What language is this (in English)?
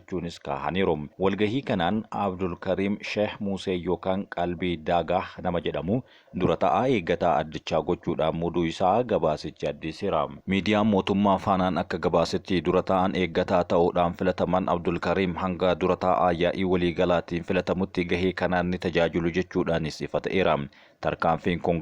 Oromo